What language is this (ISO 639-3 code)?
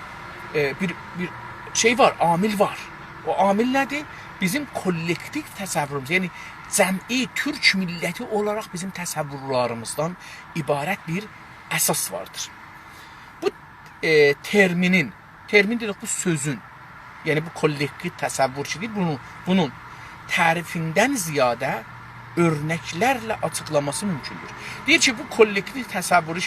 azb